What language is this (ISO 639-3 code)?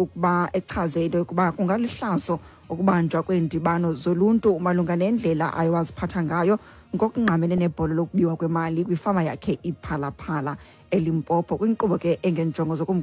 xho